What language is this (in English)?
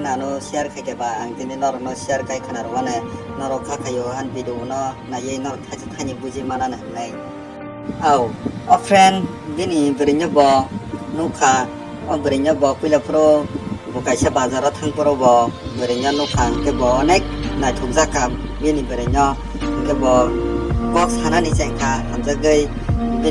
Kok Borok